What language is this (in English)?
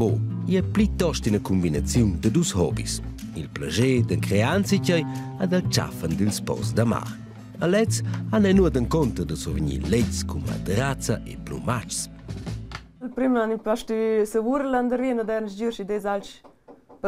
Romansh